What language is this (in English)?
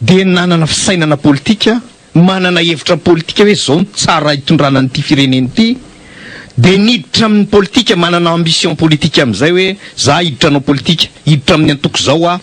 Malagasy